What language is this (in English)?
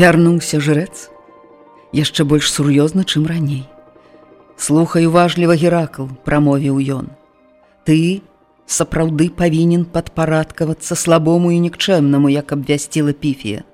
Belarusian